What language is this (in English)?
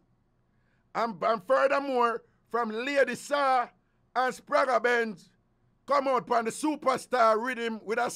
Jamaican Creole English